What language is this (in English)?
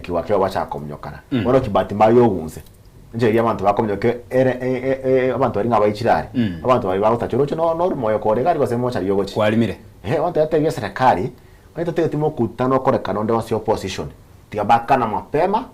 Gusii